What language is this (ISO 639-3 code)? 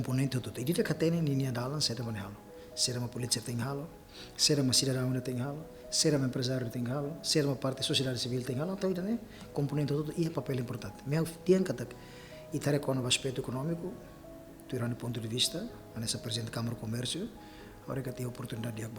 tet